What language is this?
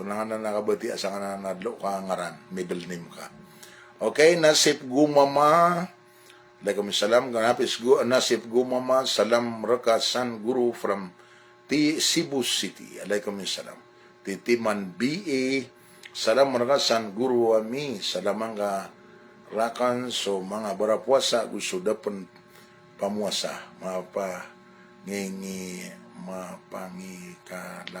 Maranao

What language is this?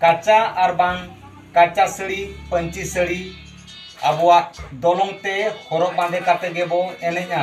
Santali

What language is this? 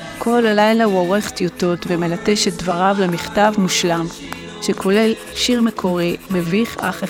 Hebrew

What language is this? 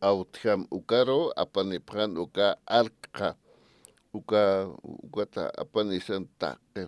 Aymara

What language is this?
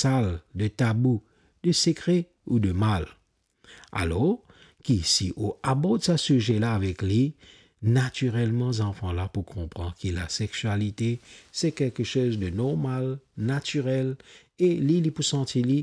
Morisyen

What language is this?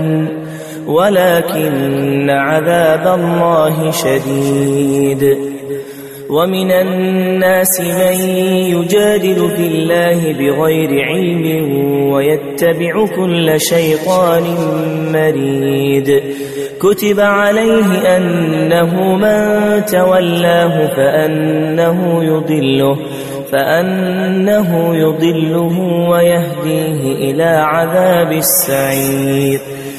Arabic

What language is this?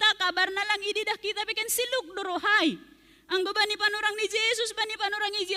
Batak Simalungun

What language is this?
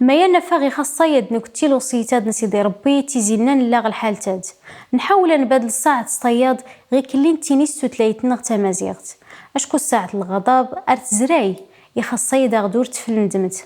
Kabyle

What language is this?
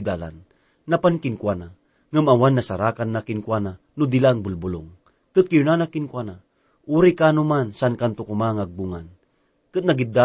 Iloko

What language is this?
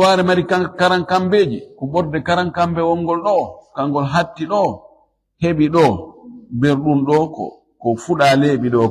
Fula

